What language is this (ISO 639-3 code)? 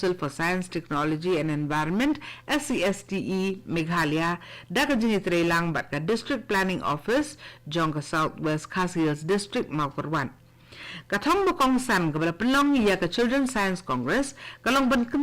kha